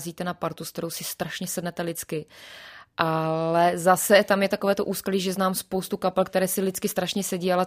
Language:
Czech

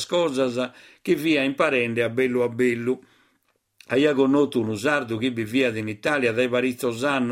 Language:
Sardinian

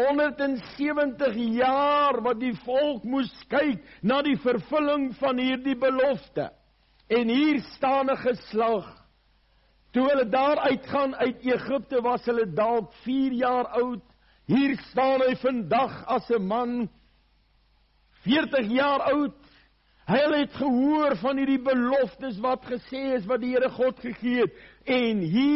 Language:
Afrikaans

